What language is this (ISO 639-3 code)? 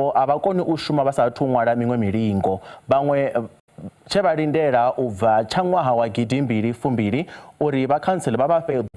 ven